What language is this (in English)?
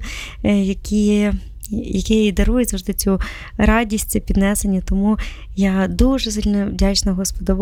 Ukrainian